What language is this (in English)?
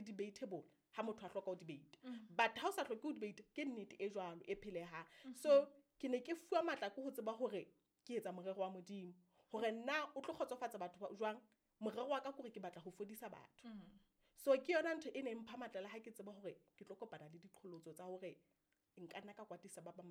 Southern Sotho